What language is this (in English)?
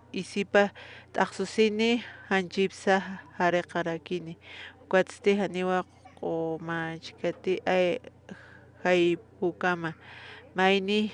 Aymara